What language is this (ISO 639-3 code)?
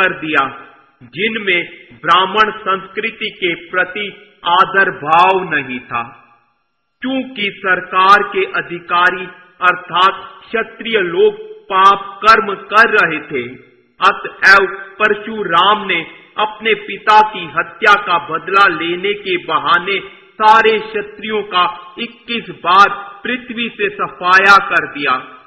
hin